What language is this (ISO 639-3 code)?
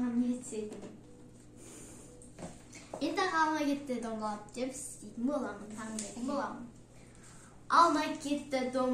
kaz